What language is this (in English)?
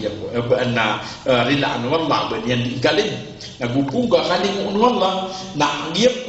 Maranao